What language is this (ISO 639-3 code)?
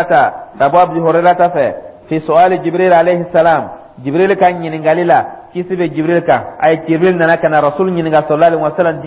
dyu